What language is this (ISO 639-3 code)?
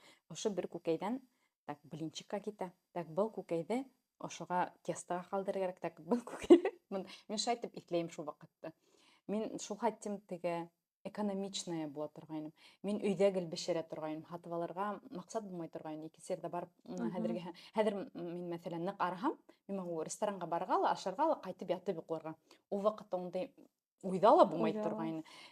bak